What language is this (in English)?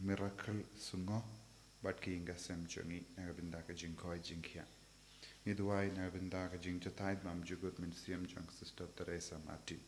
Khasi